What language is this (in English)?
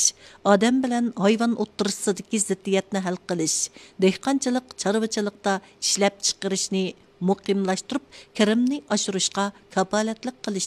Uyghur